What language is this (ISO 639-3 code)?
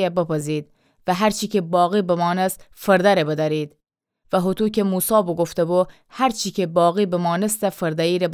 glk